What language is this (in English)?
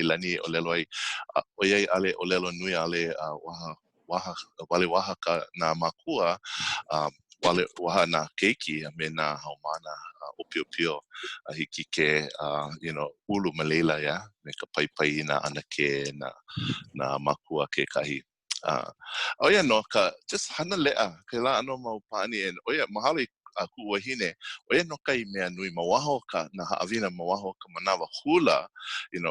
Hawaiian